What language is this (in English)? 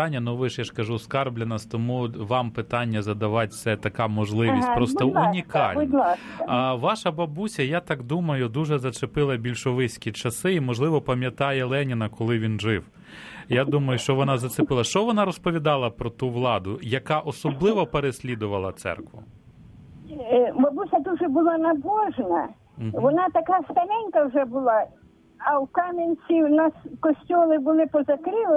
Ukrainian